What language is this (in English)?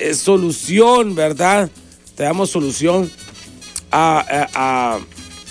Spanish